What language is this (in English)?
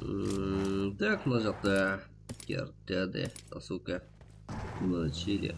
Kara-Kalpak